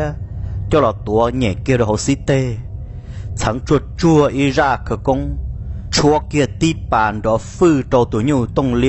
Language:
Hmong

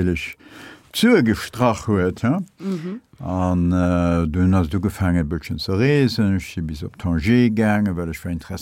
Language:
Luxembourgish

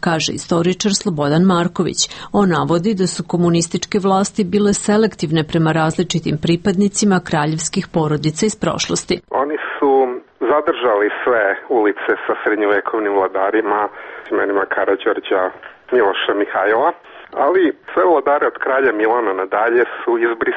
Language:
Serbian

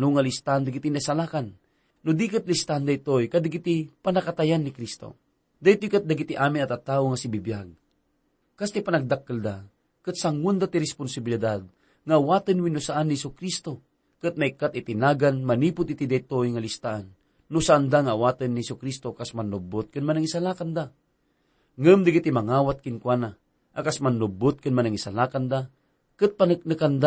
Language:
Iloko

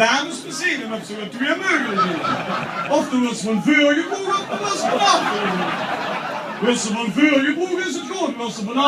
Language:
Limburgish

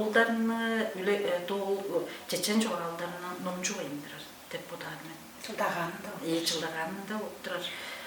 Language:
Tuvinian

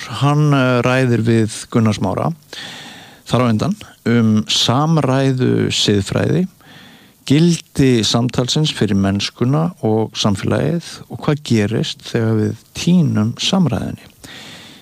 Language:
Icelandic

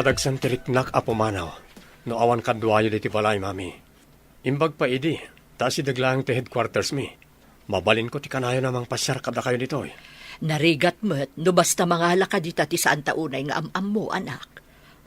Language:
Iloko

